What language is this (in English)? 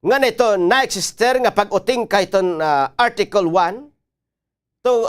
Waray